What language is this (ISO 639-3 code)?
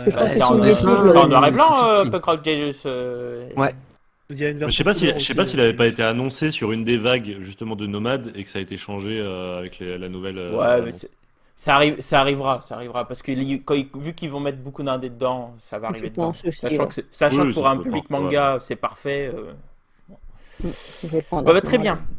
fra